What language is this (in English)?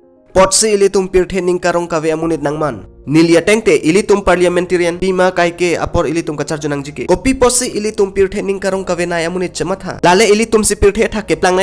Karbi